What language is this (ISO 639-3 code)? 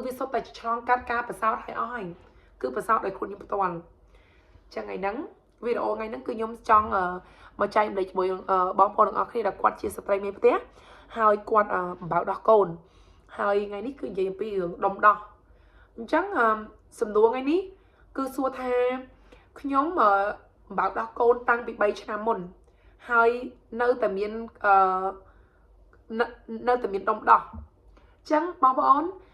khm